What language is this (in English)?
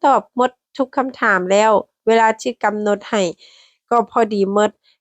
Lao